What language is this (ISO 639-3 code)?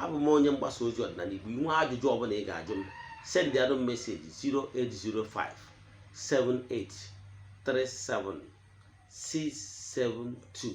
ibo